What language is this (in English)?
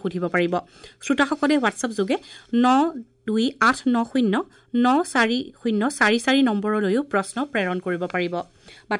Assamese